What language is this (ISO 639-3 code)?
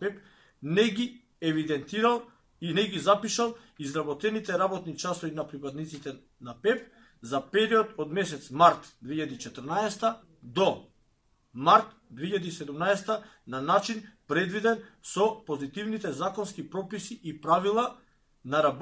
mkd